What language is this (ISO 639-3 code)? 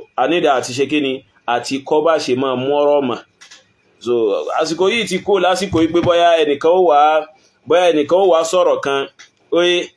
yor